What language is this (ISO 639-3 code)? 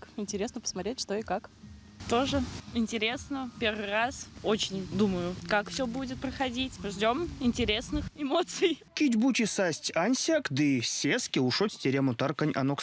myv